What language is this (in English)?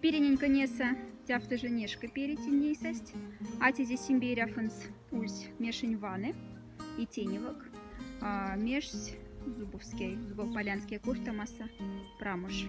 Moksha